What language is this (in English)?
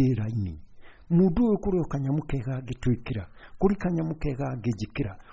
Kikuyu